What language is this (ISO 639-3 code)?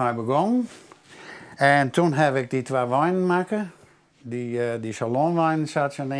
fry